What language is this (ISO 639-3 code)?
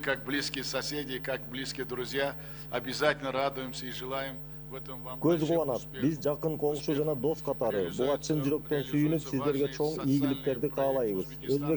kir